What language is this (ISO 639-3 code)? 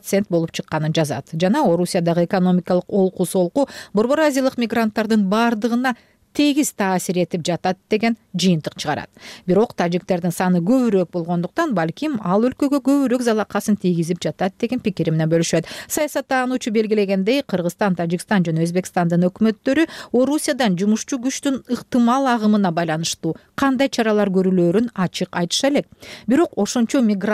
kir